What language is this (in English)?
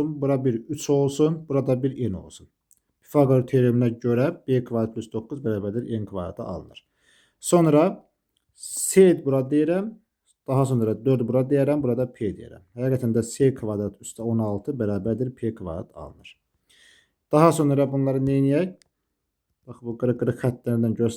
Azerbaijani